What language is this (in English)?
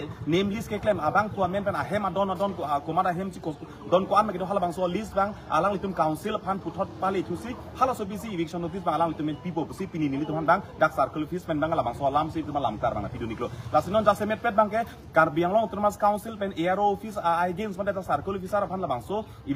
Karbi